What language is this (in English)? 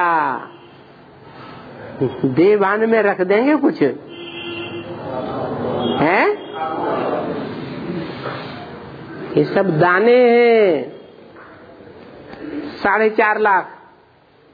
Hindi